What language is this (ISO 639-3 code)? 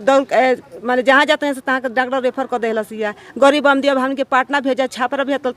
bho